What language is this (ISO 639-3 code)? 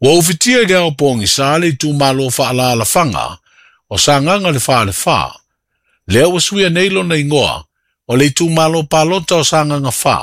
smo